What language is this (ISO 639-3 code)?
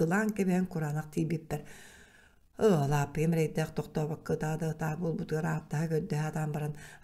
sah